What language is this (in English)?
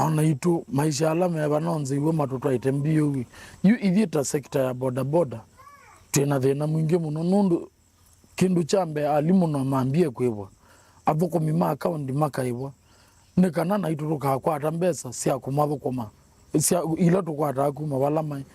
Kamba